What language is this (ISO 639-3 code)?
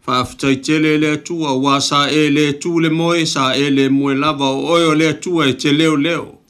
smo